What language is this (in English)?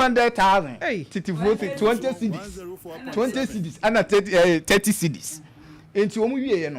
Akan